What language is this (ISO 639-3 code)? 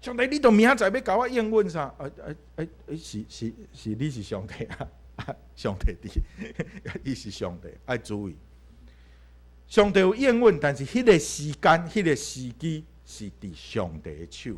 nan